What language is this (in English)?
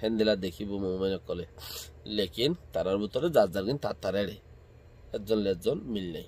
Rohingya